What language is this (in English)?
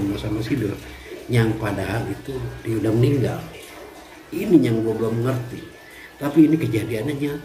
Betawi